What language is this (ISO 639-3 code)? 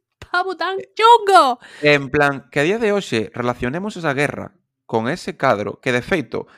glg